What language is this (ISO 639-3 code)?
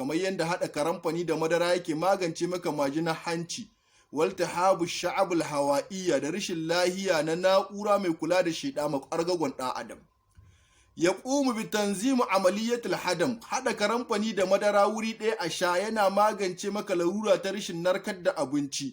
hau